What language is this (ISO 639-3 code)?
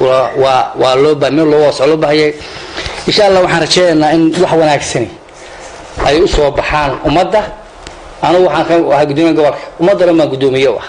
som